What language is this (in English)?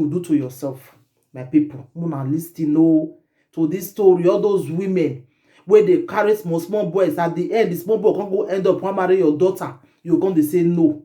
Nigerian Pidgin